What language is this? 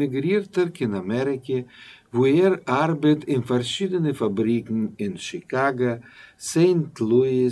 Yiddish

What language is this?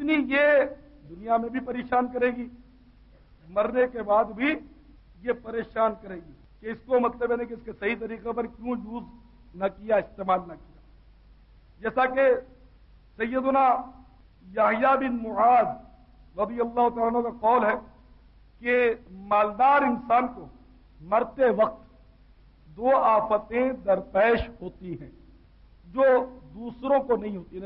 Urdu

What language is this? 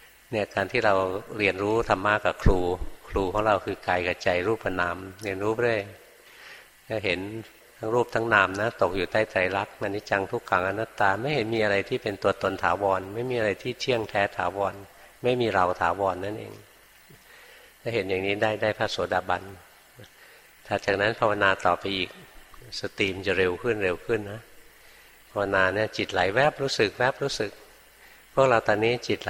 Thai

